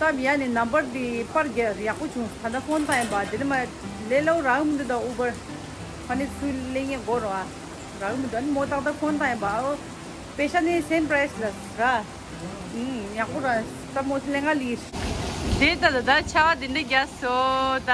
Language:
Tibetan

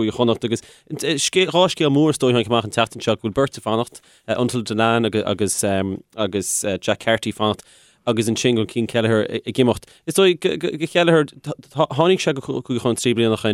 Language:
Irish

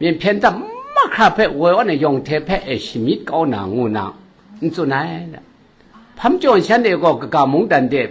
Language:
Kachin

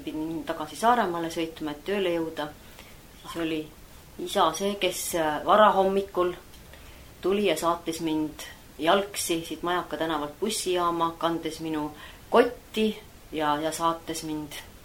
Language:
Estonian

